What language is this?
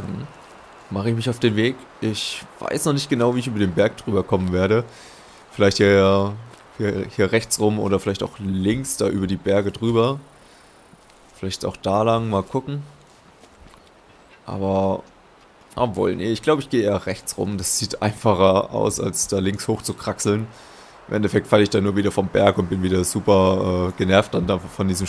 German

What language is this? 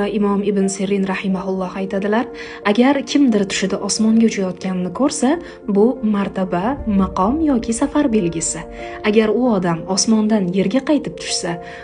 Uzbek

